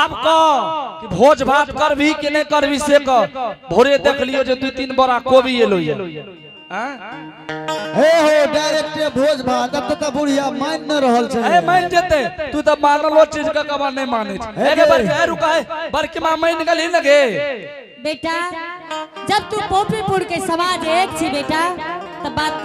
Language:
Angika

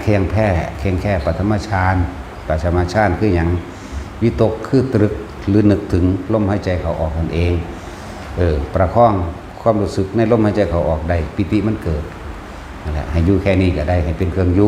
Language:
Northeastern Thai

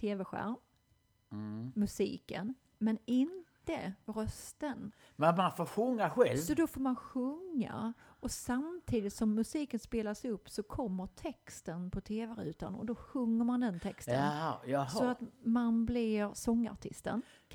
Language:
Swedish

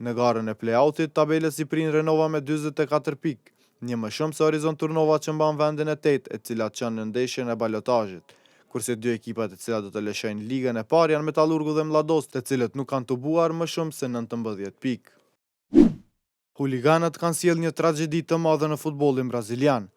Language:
Albanian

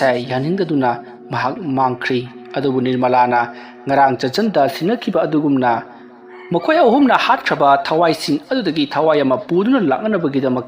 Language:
Manipuri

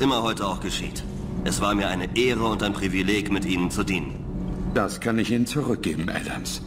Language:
German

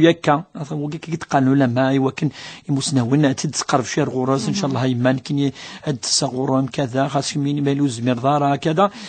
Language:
Kabyle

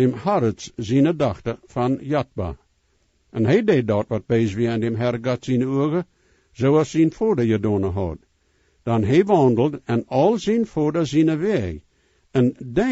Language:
Plautdietsch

